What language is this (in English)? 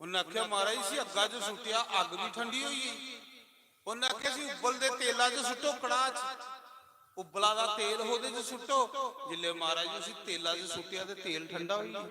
Dogri